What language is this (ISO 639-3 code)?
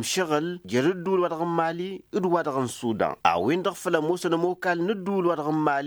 taq